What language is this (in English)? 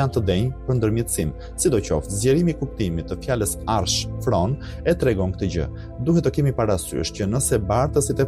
Albanian